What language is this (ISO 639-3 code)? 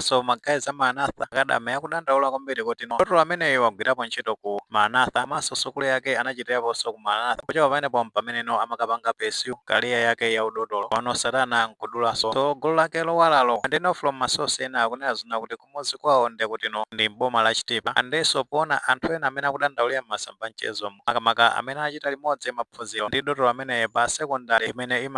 nya